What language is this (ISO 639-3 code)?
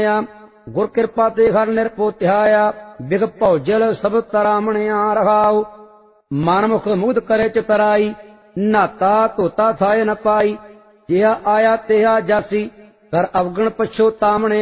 pan